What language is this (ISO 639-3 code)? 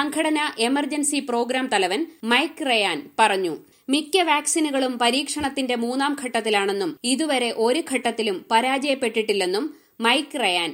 mal